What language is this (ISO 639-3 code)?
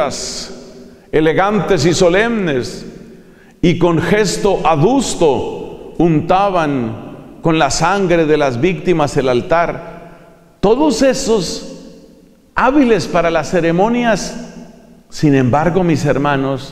spa